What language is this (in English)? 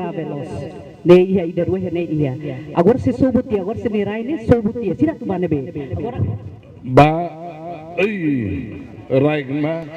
Tetum